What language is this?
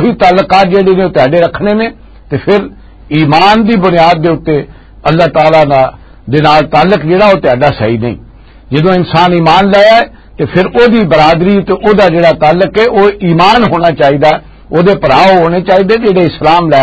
Western Panjabi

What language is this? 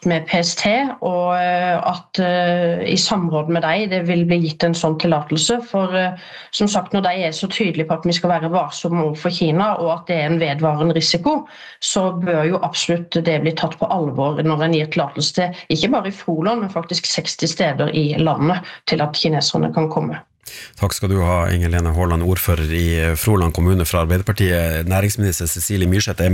Norwegian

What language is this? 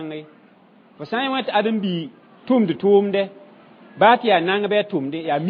Mossi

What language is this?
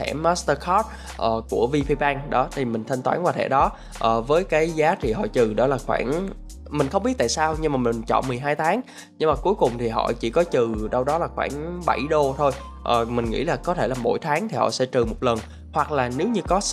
Vietnamese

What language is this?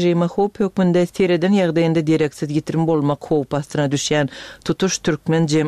Turkmen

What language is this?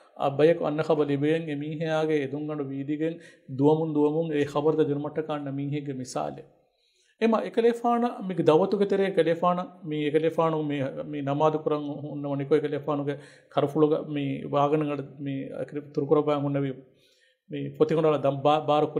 Divehi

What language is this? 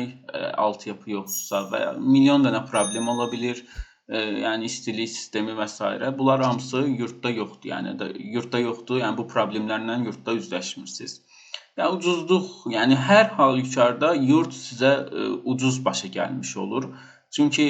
Azerbaijani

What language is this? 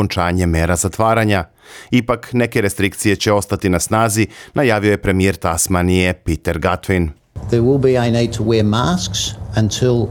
Serbian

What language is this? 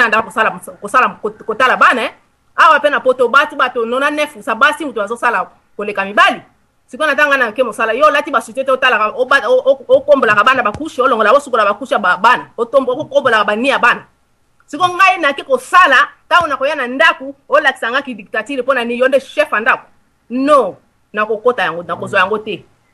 Lingala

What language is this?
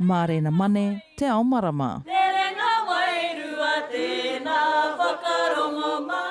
Māori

